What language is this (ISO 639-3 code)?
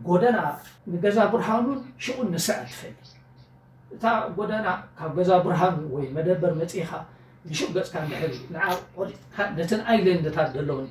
tir